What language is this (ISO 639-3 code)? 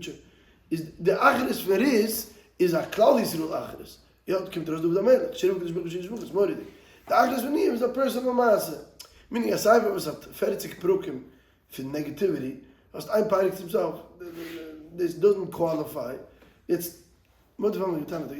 yid